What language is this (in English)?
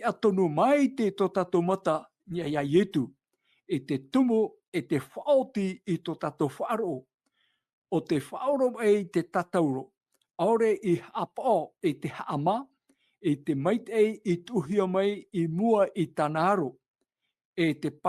Tahitian